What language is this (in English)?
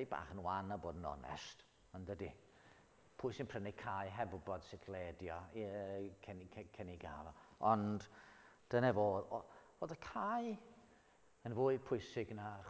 Welsh